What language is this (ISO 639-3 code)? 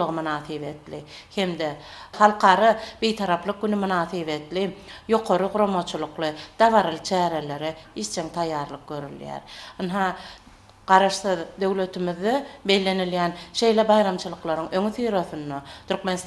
tuk